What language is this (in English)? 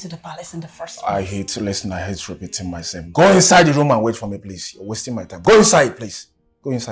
Nigerian Pidgin